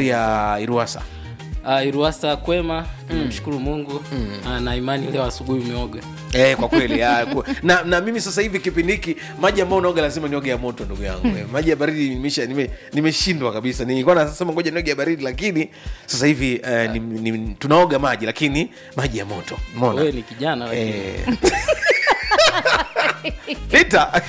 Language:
Swahili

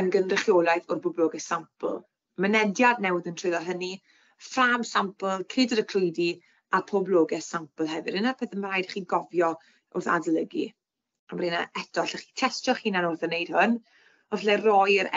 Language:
Welsh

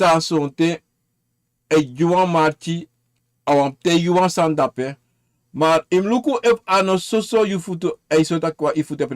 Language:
Sranan Tongo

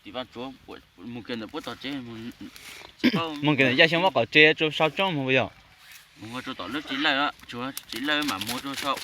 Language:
Hmong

